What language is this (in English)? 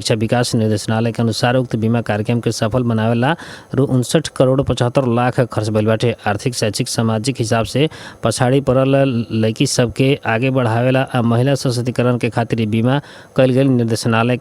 Bhojpuri